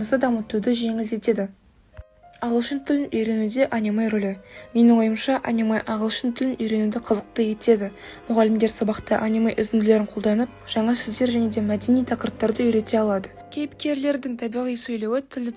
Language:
Kazakh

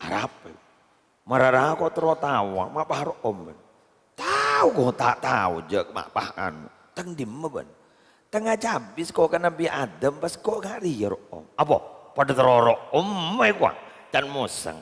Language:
Madurese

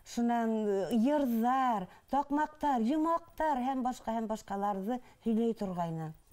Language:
Bashkir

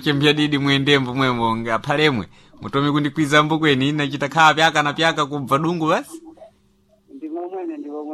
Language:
Sena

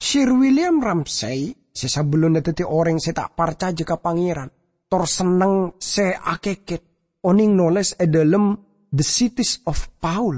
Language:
Madurese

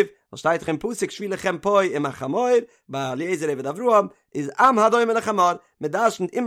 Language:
Yiddish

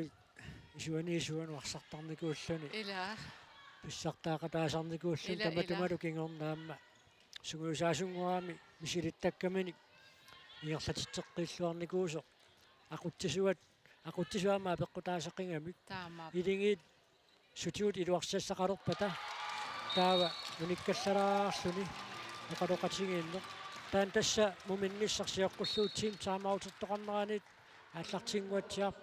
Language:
Kalaallisut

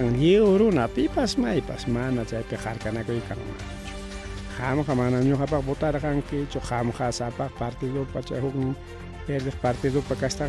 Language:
Ayacucho Quechua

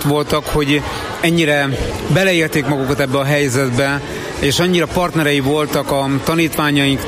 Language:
Hungarian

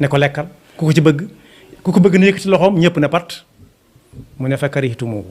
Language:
Wolof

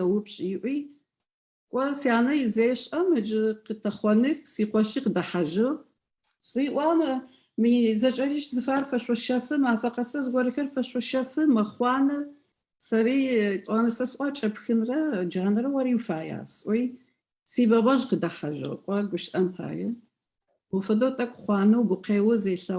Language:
Adyghe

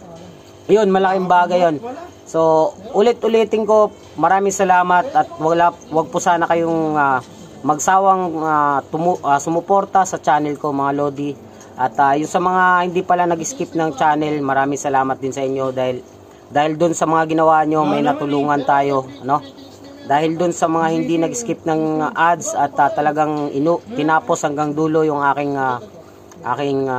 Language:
Filipino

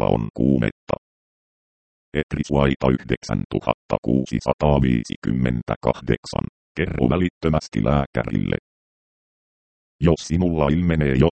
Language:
Finnish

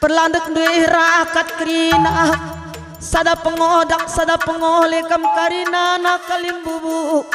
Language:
Batak Karo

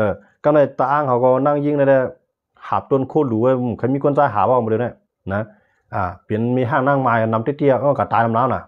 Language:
Shan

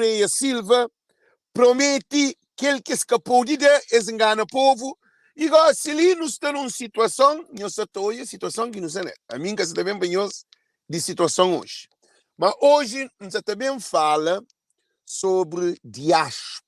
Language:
Kabuverdianu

